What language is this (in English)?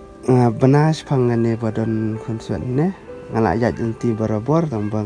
Khasi